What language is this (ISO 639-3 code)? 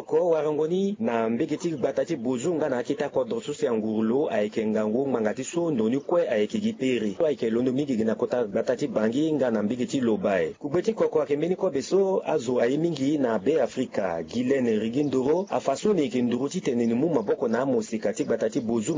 sag